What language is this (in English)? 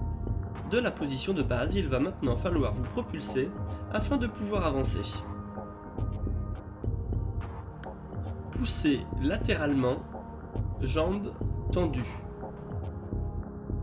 French